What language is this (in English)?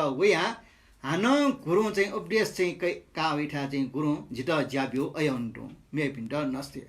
Newari